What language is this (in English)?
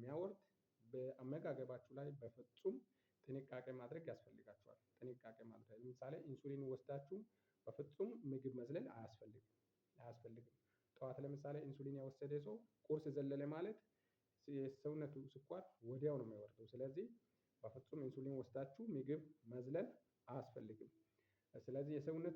Amharic